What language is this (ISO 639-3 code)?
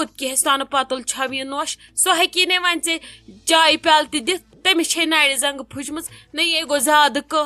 kas